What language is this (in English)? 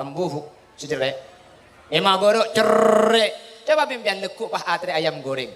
Madurese